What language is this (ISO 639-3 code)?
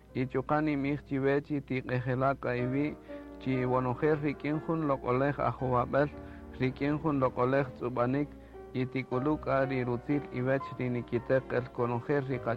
cak